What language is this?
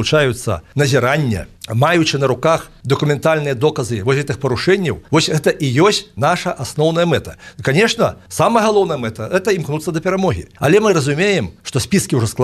Belarusian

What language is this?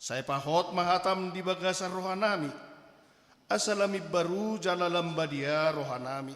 Batak Toba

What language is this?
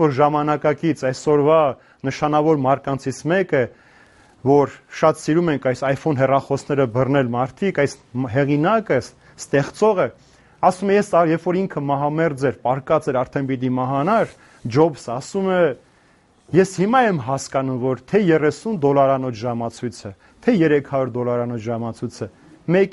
Armenian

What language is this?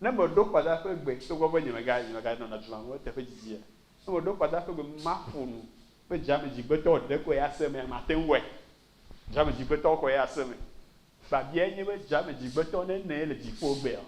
Ewe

